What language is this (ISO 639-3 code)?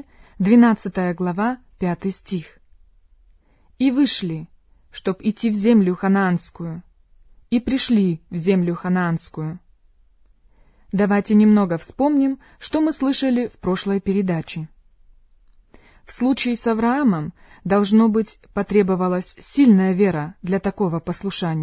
rus